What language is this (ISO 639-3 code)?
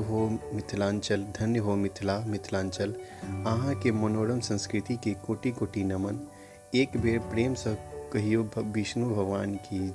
mai